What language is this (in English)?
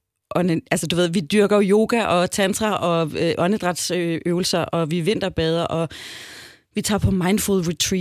Danish